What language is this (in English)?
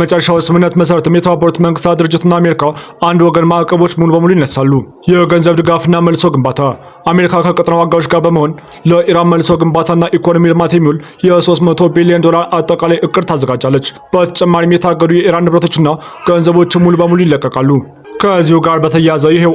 Amharic